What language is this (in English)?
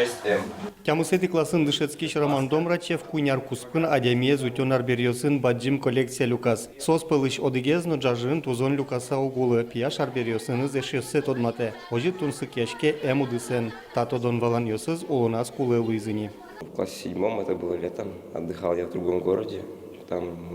Udmurt